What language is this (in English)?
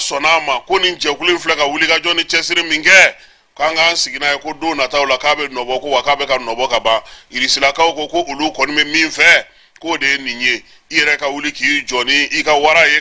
Bambara